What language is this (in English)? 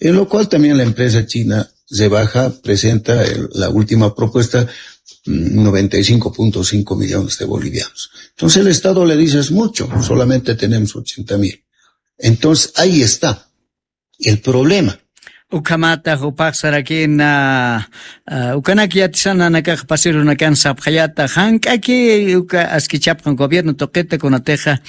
Aymara